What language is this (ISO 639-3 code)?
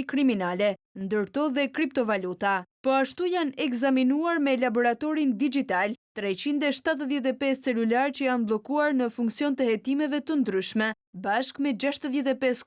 sqi